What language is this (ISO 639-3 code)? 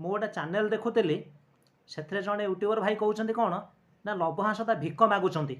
ori